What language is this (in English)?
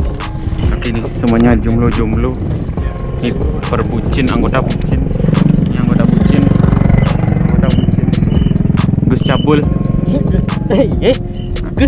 Indonesian